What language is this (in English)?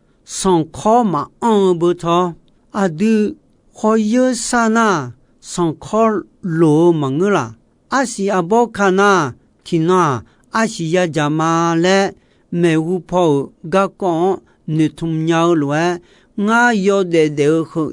Akha